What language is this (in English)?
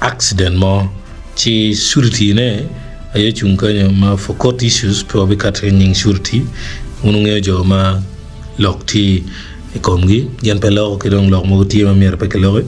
Acoli